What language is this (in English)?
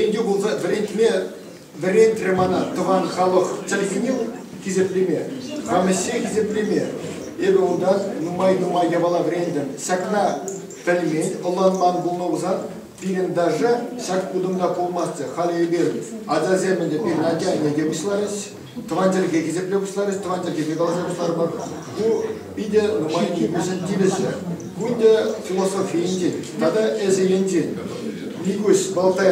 Chuvash